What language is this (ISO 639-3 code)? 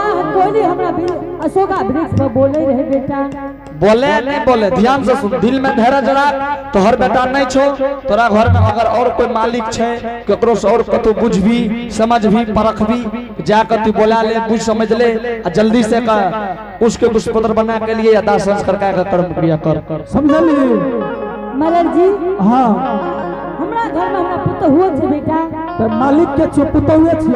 anp